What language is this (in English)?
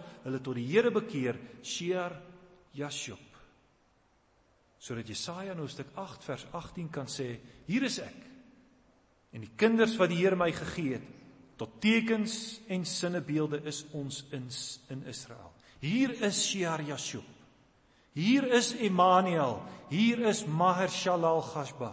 Afrikaans